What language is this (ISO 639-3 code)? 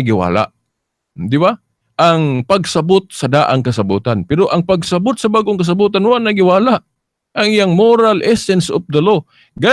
ceb